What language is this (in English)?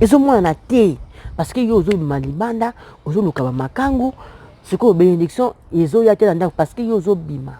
Lingala